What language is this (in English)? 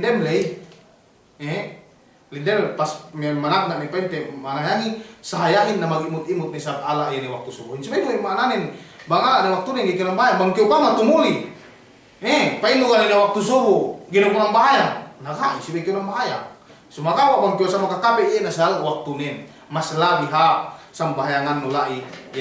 Yakan